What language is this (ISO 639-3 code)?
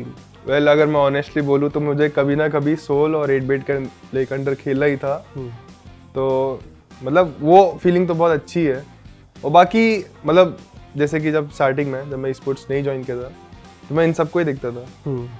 hin